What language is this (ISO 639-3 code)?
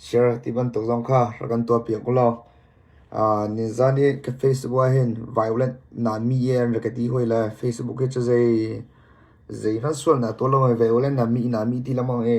cnh